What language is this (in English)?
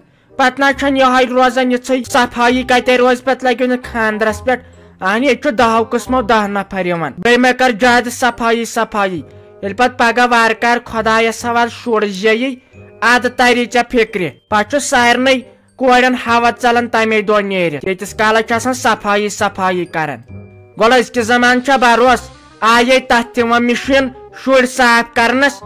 Kashmiri